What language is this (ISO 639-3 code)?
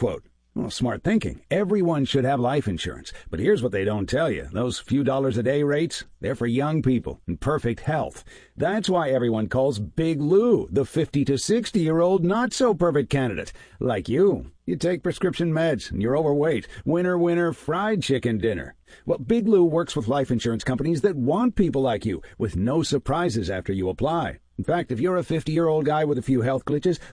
eng